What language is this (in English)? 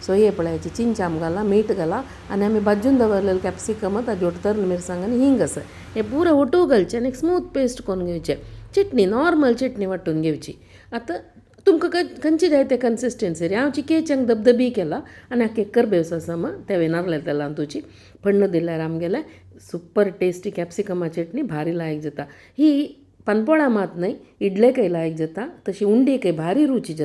Konkani